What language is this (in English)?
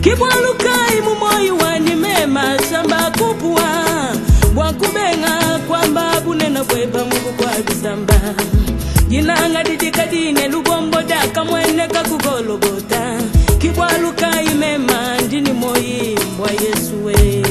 Luba-Lulua